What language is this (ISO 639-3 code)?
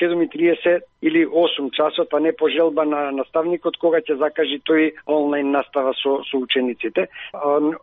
mkd